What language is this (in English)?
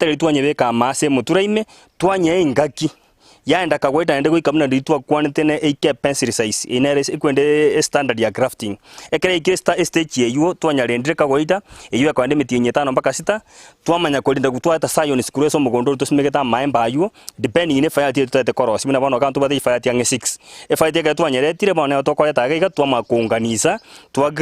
Gusii